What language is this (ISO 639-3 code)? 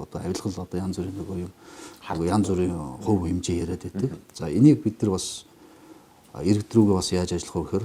mon